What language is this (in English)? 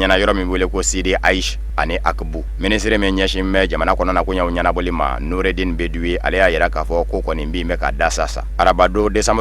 Bambara